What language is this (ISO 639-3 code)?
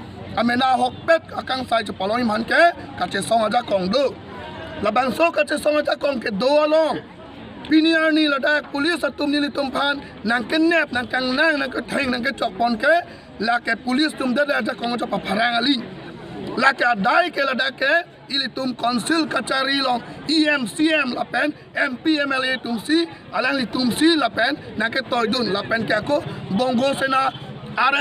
mjw